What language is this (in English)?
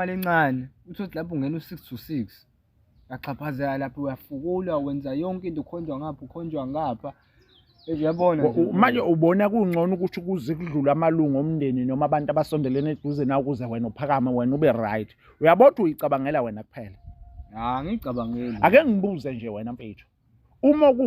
Zulu